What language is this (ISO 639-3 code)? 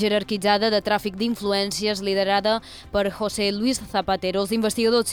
cat